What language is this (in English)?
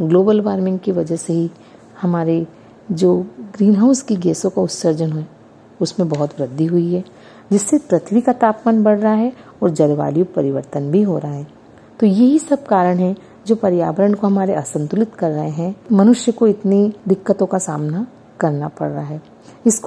Hindi